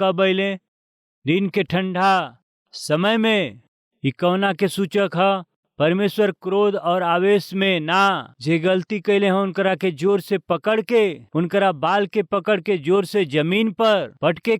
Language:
Bhojpuri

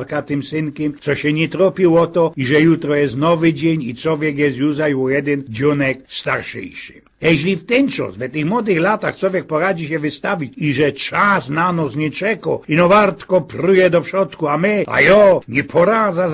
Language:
Silesian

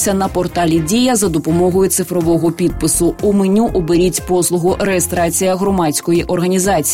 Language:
Ukrainian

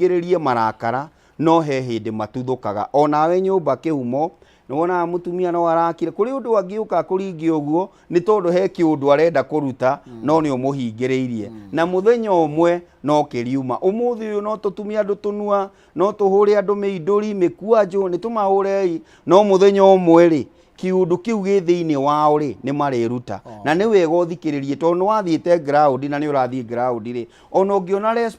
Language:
Kikuyu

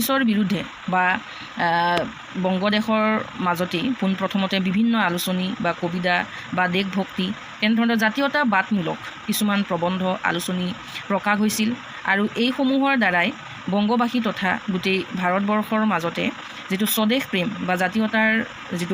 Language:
Assamese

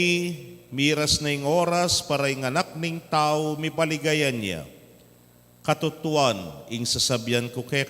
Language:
Pampanga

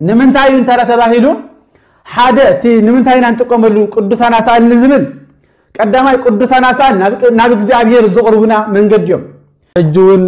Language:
Tigrinya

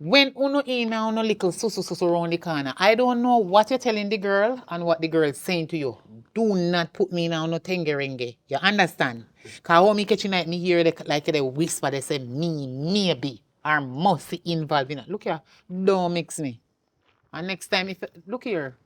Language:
Jamaican Creole English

